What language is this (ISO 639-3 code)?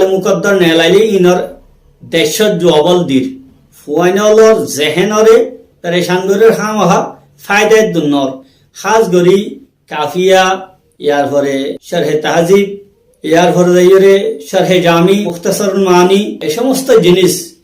rhg